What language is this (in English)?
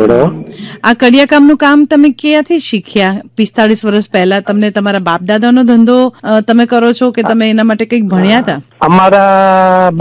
Gujarati